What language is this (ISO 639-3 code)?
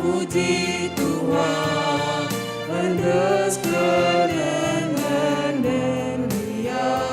btx